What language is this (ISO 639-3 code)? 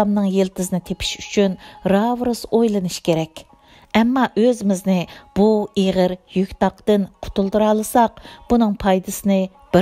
uig